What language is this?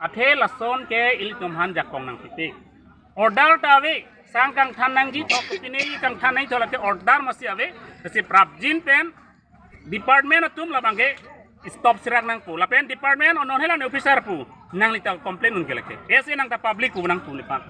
Karbi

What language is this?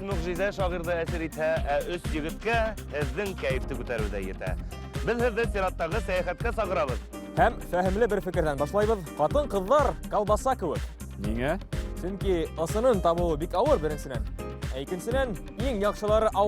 Bashkir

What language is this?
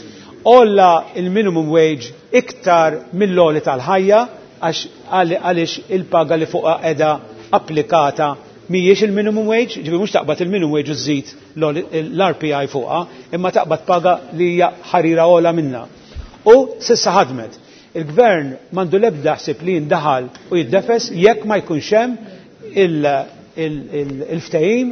Maltese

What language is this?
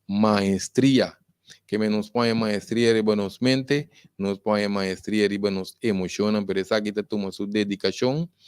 Papiamento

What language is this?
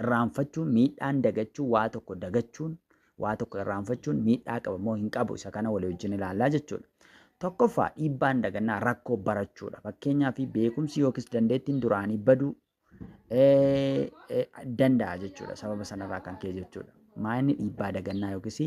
Oromo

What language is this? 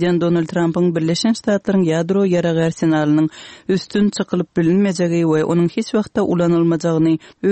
Turkmen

